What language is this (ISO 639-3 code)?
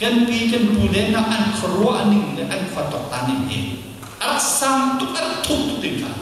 cnh